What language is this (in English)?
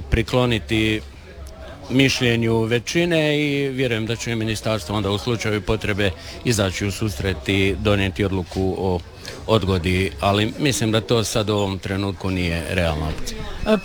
Croatian